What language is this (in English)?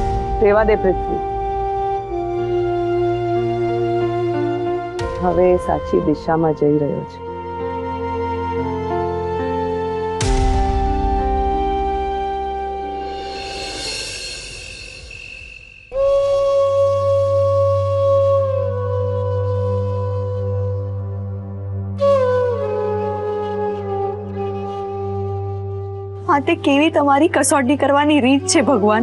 Gujarati